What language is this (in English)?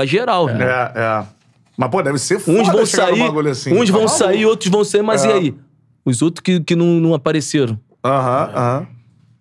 Portuguese